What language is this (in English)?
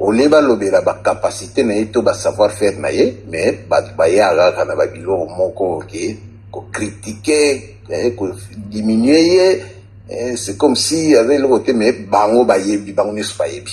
Lingala